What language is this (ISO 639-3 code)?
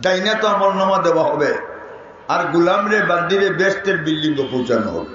syl